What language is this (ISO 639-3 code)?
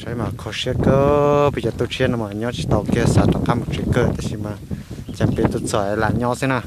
hmn